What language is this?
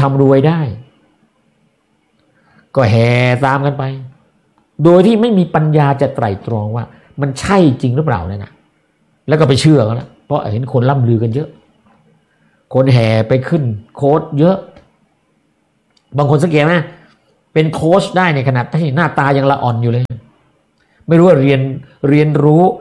Thai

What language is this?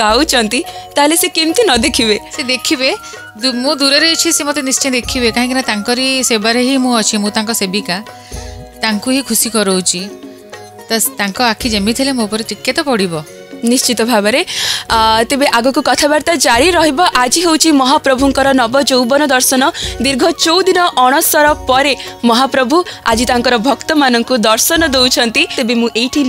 Odia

